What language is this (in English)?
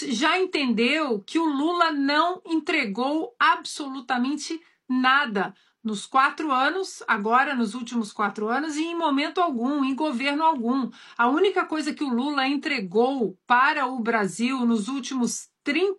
Portuguese